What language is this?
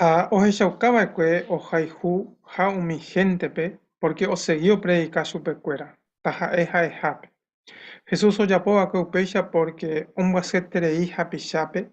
Guarani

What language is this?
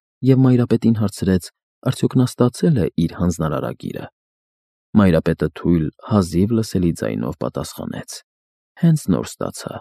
Armenian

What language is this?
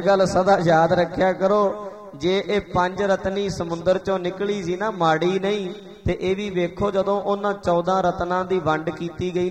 Punjabi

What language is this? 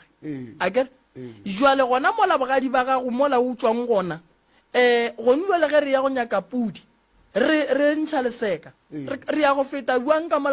Northern Sotho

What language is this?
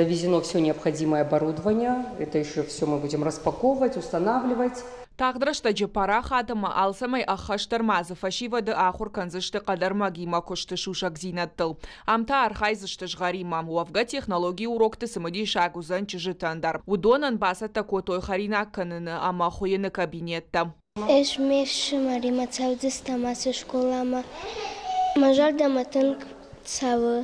Ossetic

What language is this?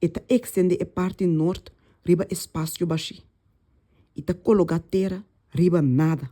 Papiamento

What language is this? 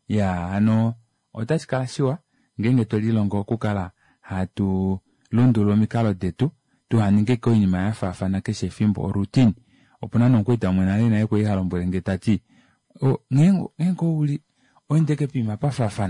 Kuanyama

